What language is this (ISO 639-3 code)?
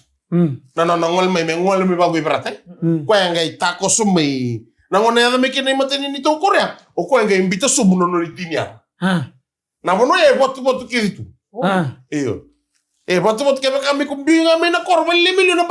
fij